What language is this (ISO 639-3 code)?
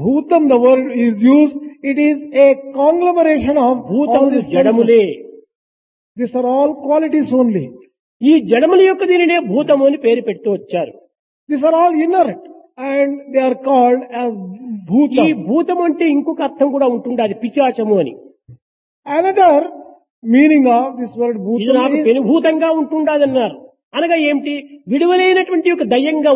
tel